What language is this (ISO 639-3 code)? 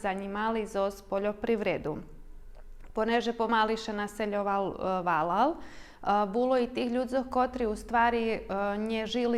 rue